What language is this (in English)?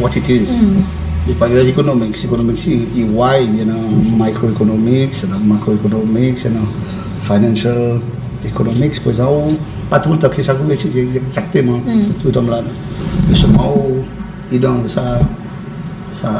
Seselwa Creole French